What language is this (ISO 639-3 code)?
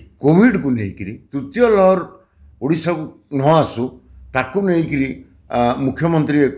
ori